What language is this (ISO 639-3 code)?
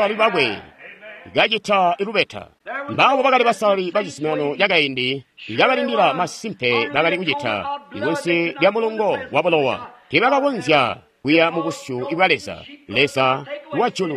toi